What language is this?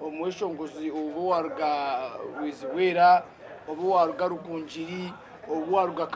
Nyankole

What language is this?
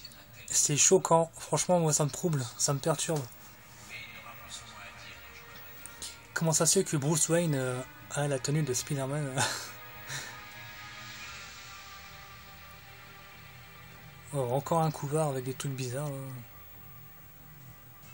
French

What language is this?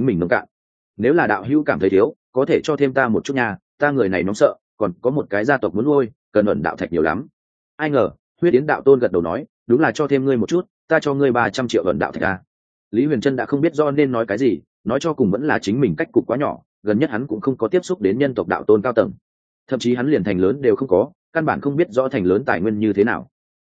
Vietnamese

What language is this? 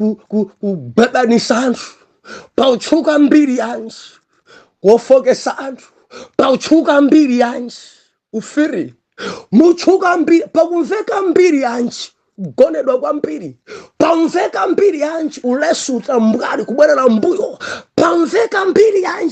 Nyanja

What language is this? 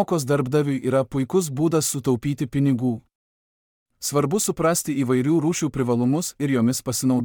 Lithuanian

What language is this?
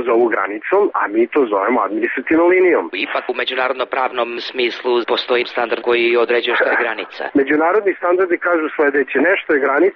Serbian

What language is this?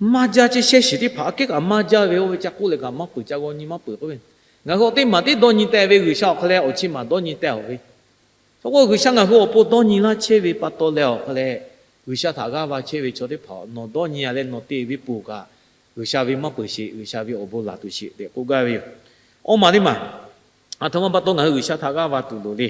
Lahu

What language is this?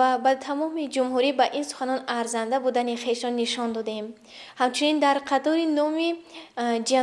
Tajik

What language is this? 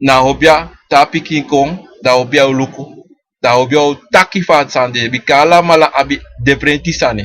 Sranan Tongo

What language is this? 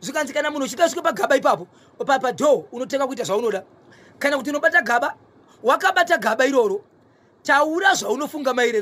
Shona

